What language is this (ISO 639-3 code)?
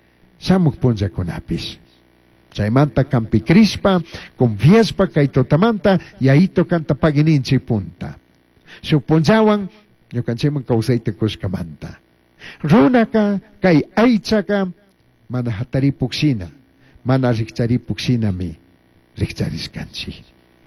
qug